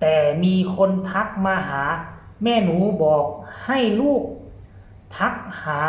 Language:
Northeastern Thai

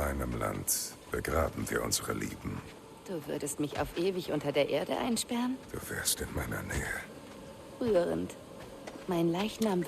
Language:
Bavarian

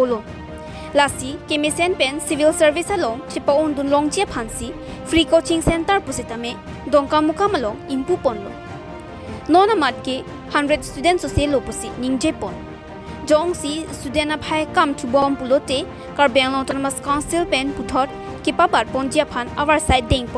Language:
Karbi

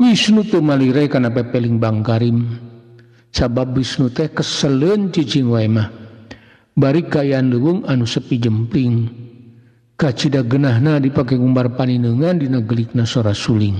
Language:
Sundanese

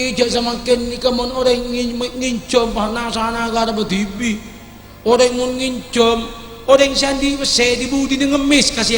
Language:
Madurese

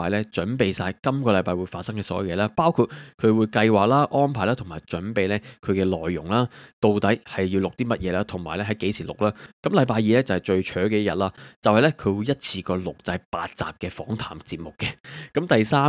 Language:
Cantonese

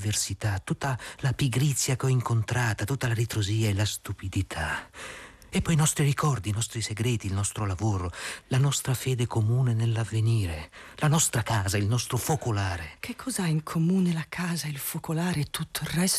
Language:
Italian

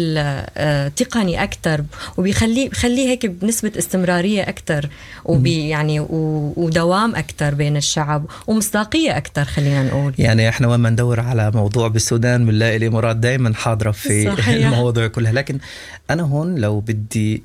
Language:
Sudanese Arabic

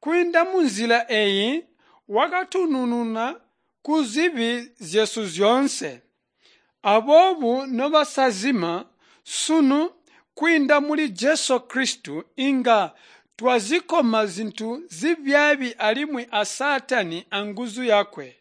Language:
Tonga (Zambia)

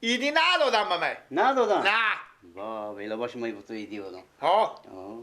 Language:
Persian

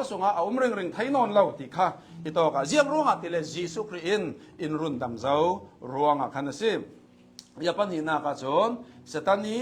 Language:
Hakha Chin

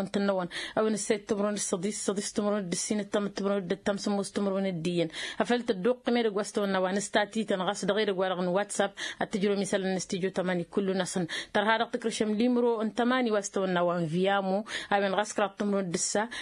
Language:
Tamasheq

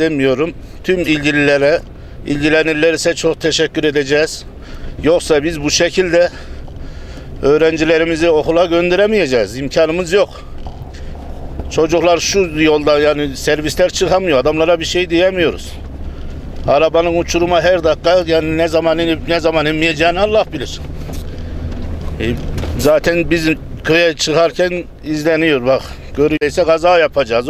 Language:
Turkish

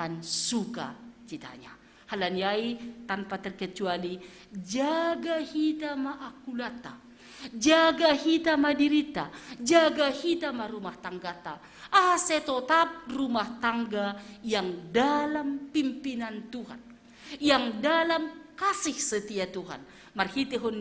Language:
Batak Simalungun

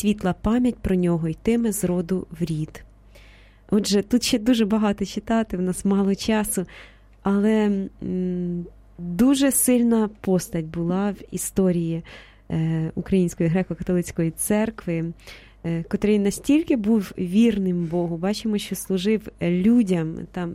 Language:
Ukrainian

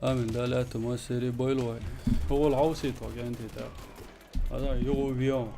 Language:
Chechen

